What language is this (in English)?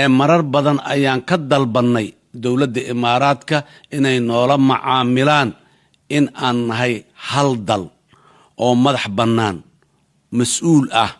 Somali